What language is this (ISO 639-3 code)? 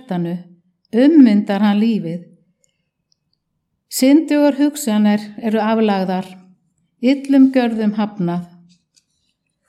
isl